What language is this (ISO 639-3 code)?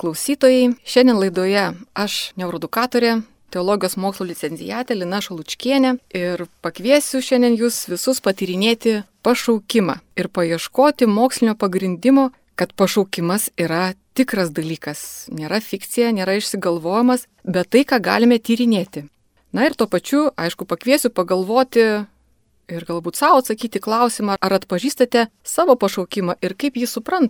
lit